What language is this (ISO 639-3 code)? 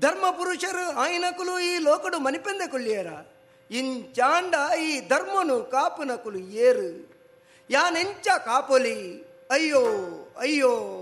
tcy